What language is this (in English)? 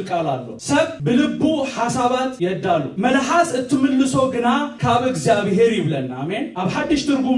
Tigrinya